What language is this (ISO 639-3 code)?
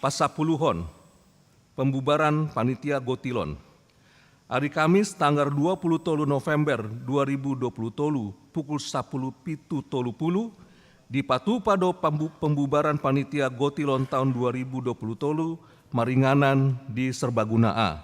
bbc